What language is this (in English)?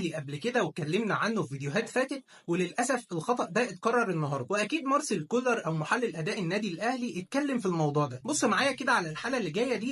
Egyptian Arabic